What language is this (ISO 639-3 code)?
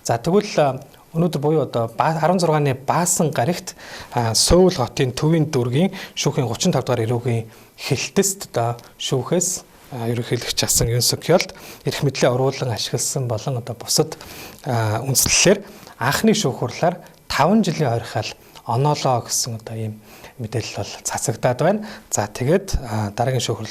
mon